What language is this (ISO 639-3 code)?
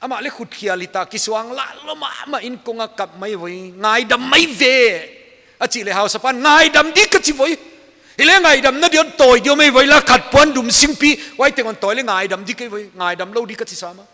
pck